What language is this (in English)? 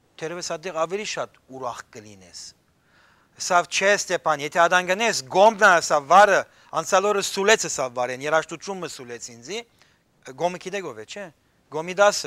Western Armenian